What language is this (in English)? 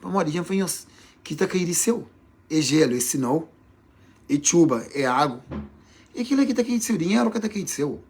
Kabuverdianu